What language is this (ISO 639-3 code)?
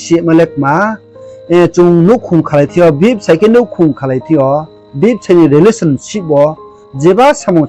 ria